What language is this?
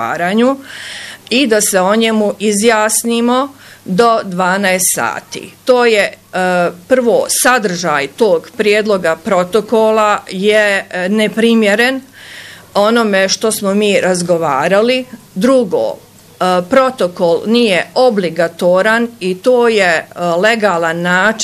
Bosnian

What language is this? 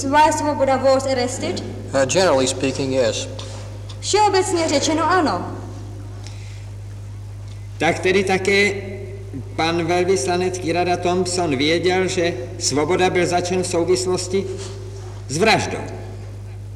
Czech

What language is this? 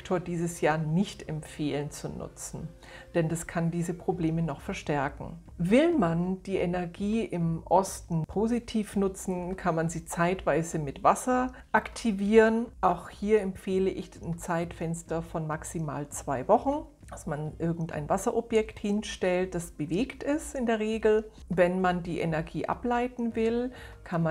German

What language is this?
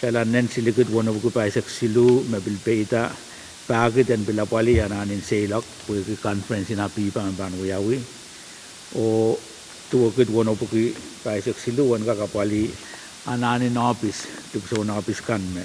Pohnpeian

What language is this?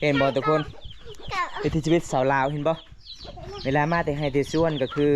Lao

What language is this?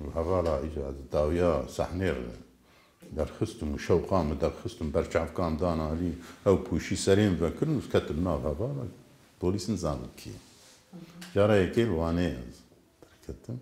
Kurdish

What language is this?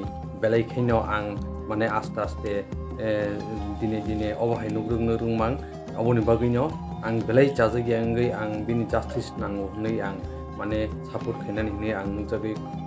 Kok Borok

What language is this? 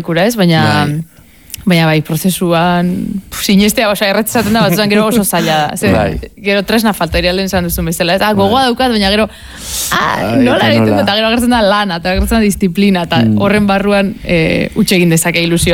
Basque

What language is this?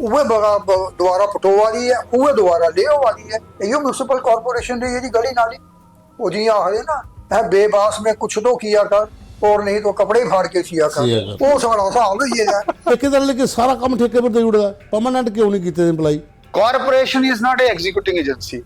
Dogri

